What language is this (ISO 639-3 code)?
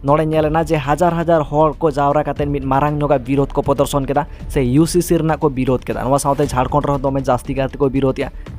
sat